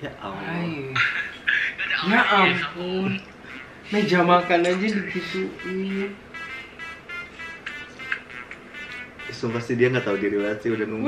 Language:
Indonesian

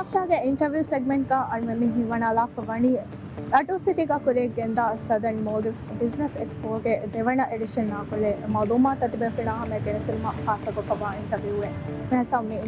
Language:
Divehi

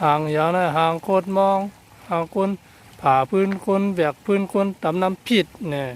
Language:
Shan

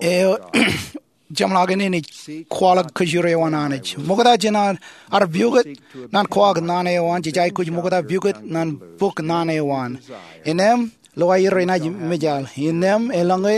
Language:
Marshallese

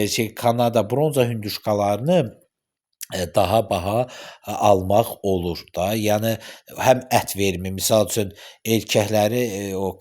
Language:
Azerbaijani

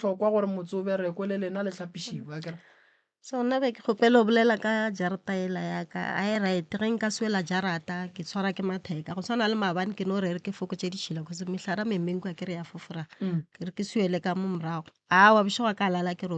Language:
Northern Sotho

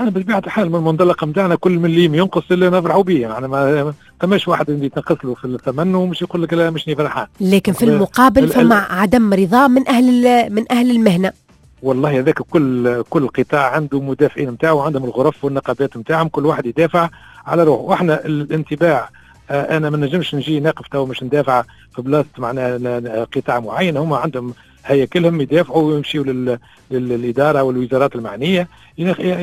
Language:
Tunisian Arabic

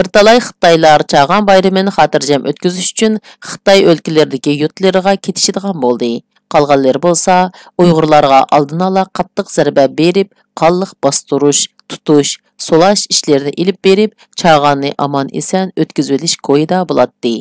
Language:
Uyghur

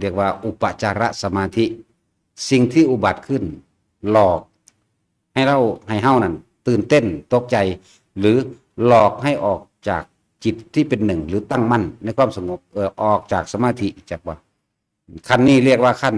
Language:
Northeastern Thai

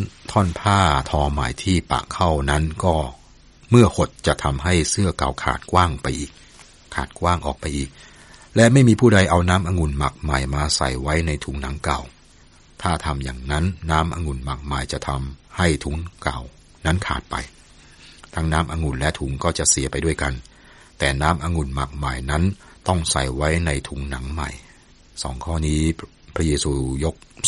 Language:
Thai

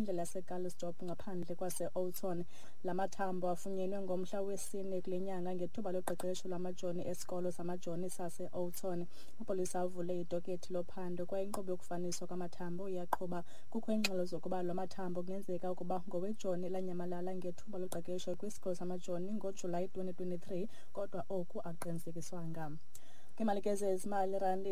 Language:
Xhosa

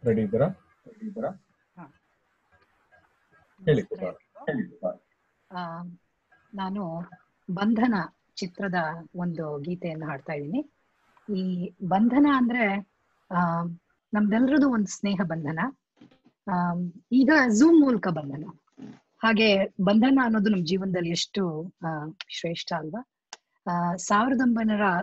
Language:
Kannada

